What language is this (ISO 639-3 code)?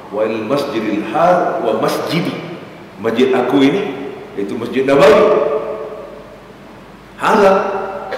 msa